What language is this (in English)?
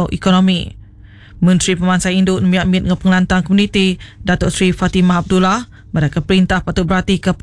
Iban